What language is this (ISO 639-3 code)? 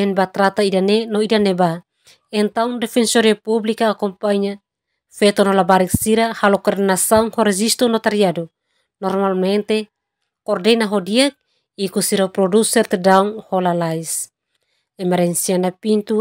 tet